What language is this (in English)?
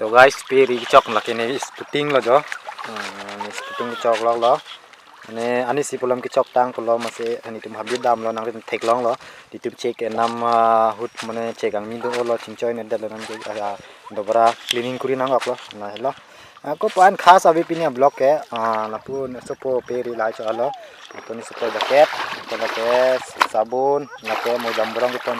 Karbi